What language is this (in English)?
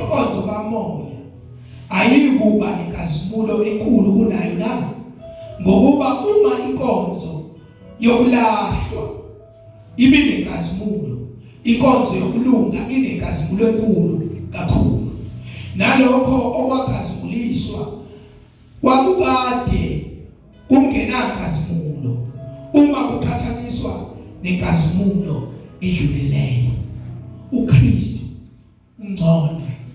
Zulu